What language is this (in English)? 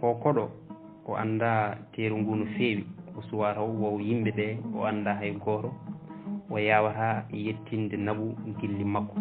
Fula